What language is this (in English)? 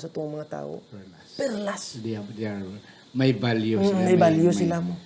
Hiligaynon